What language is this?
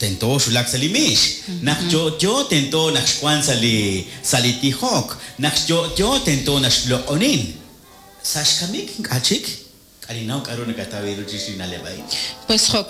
Kekchí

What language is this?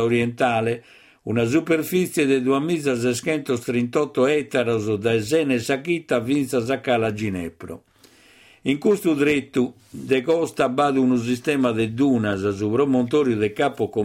Sardinian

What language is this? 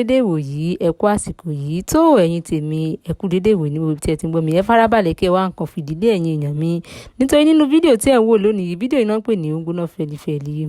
Yoruba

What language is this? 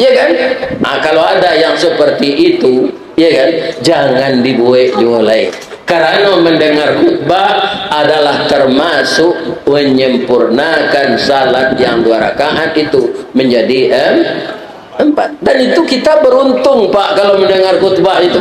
Minangkabau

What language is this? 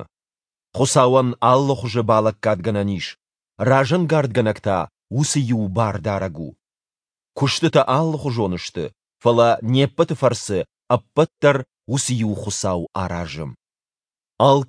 Ossetic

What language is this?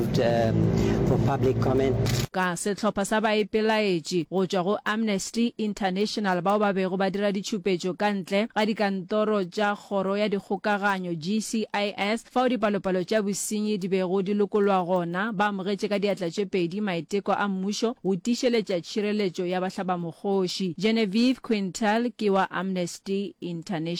Northern Sotho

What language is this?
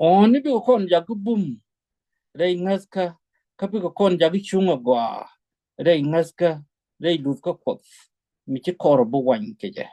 Nuer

